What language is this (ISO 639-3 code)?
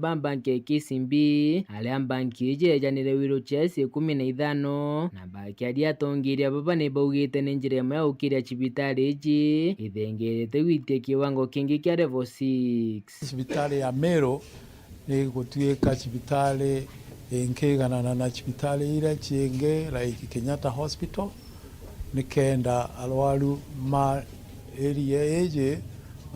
mer